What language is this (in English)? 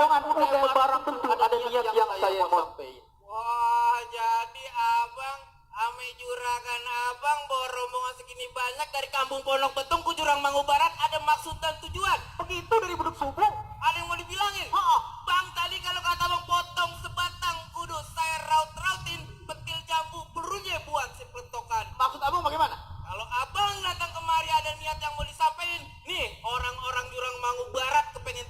Betawi